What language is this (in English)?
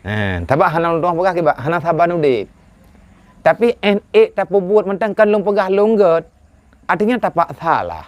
Achinese